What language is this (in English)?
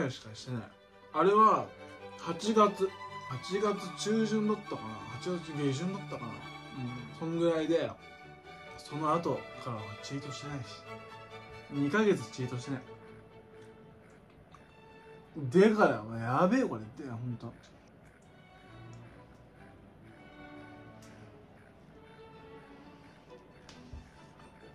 Japanese